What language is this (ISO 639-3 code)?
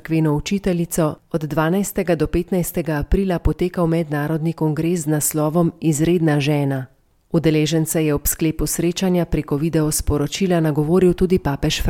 slv